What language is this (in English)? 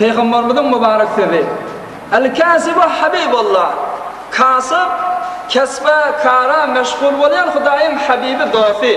Turkmen